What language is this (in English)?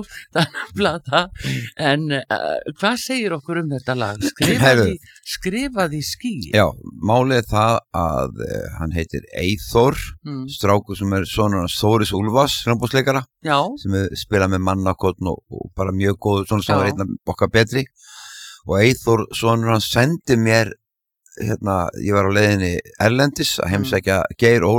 Icelandic